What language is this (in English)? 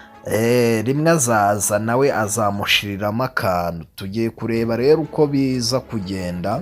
Kinyarwanda